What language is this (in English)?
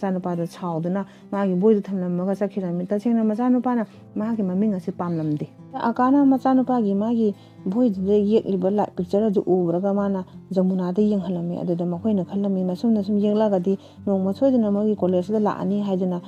Manipuri